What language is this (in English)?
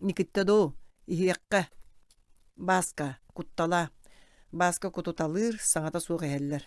Yakut